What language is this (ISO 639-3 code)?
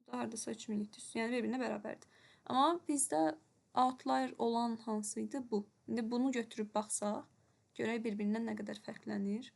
aze